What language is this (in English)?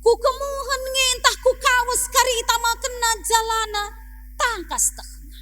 Batak Karo